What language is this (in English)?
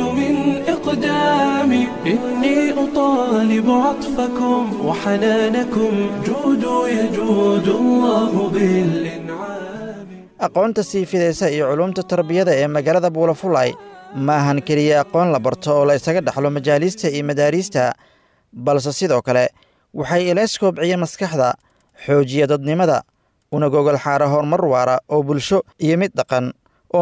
Somali